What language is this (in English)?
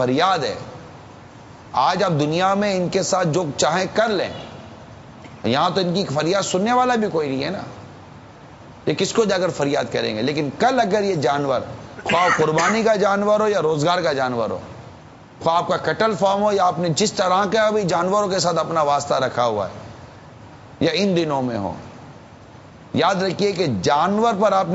Urdu